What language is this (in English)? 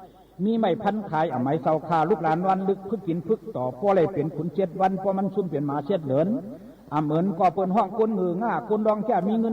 Shan